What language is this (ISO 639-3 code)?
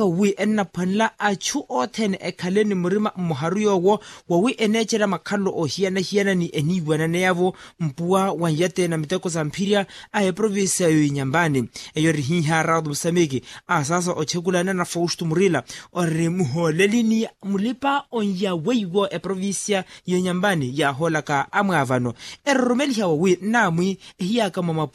vmw